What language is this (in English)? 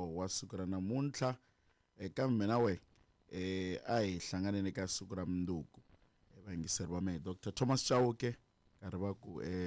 Tsonga